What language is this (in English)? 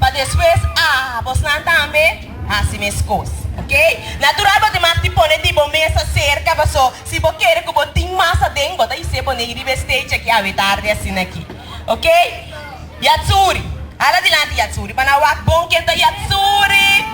Papiamento